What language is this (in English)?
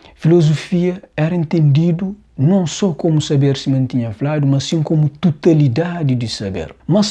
Kabuverdianu